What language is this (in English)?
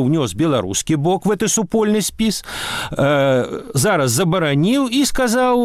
Belarusian